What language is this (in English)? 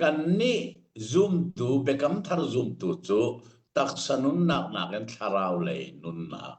Hakha Chin